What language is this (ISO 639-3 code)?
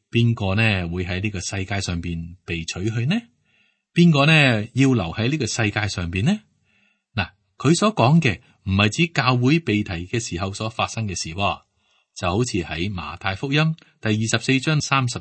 yue